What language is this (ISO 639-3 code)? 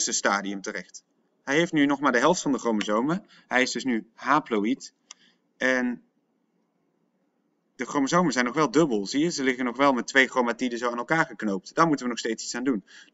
nld